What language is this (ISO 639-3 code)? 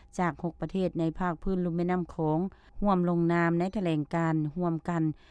lao